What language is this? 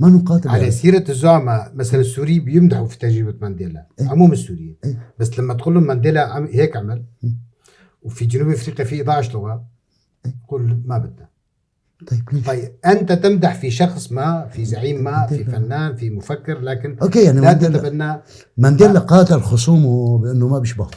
North Levantine Arabic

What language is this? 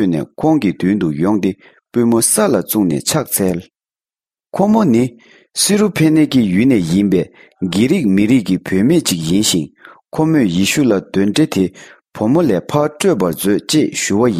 Tibetan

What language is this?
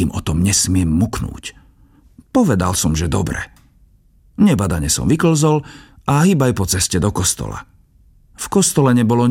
Slovak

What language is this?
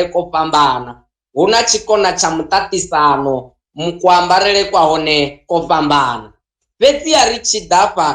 Venda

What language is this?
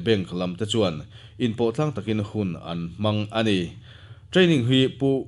Mizo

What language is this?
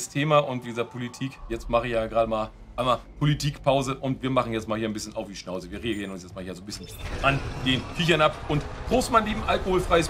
German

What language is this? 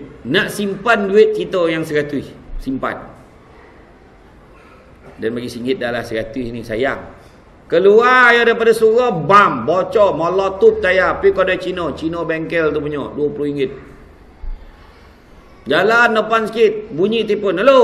Malay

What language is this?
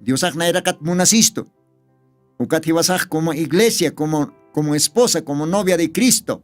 Aymara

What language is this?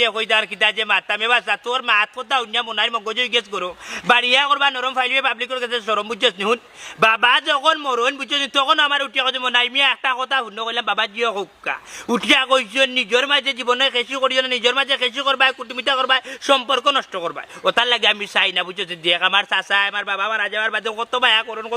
Sylheti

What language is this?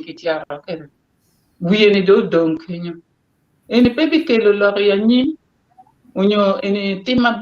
Acoli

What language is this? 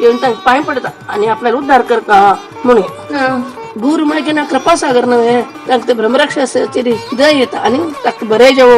Konkani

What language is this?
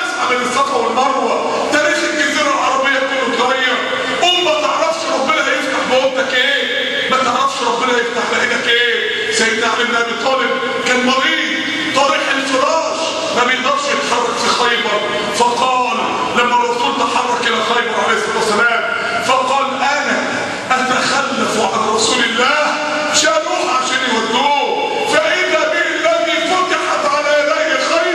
Egyptian Arabic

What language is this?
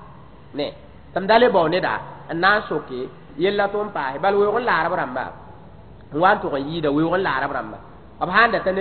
Mossi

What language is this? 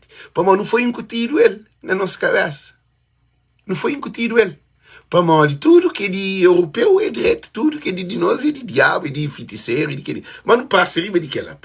Kabuverdianu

